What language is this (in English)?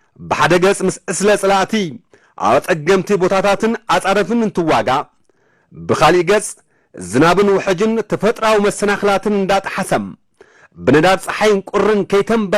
Tigrinya